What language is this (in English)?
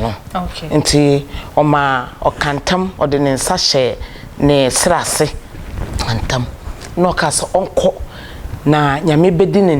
Akan